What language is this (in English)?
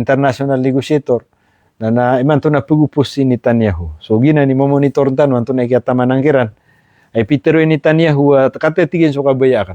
Maranao